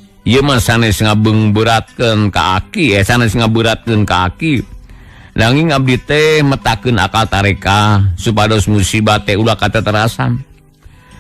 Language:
Sundanese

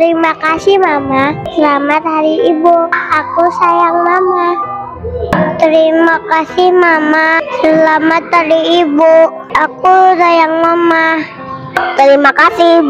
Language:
Indonesian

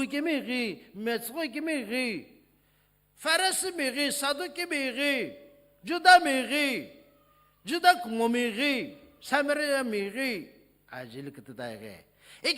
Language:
Sumi Naga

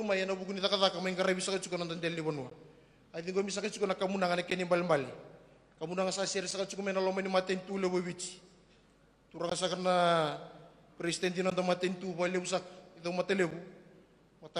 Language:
Fijian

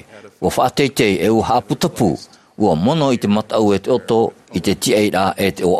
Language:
Tahitian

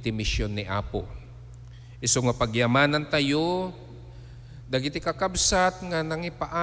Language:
Iloko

